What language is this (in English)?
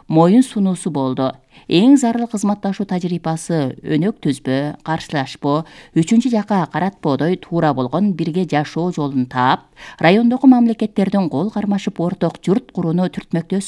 Kyrgyz